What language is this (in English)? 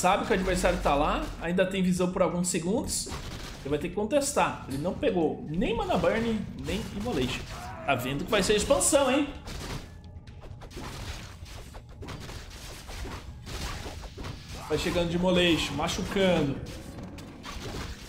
Portuguese